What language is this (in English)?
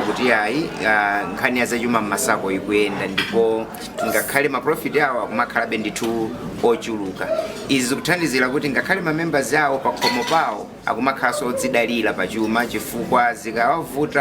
Nyanja